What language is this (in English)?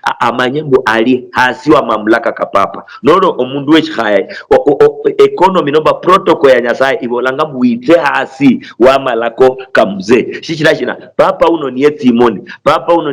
Luyia